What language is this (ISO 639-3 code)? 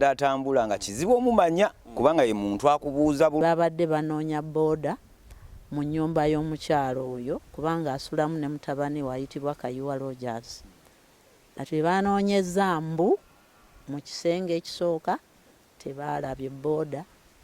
lug